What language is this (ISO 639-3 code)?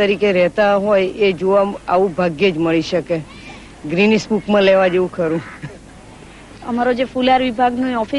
guj